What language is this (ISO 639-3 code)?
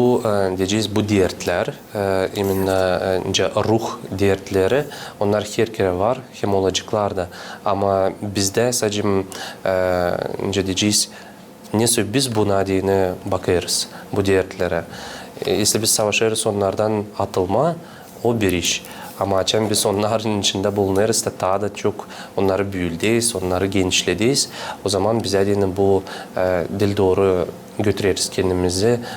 gag